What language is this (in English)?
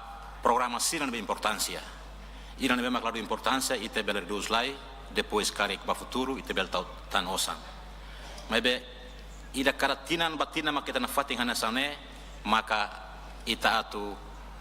Tetum